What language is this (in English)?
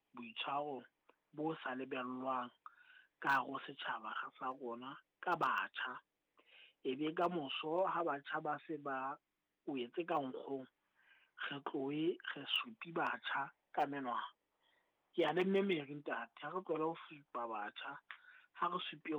Southern Sotho